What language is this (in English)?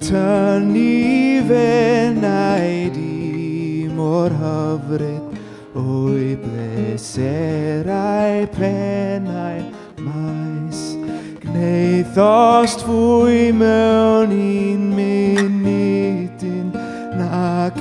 Welsh